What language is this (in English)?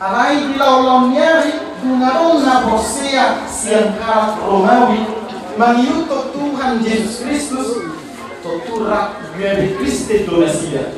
Batak Toba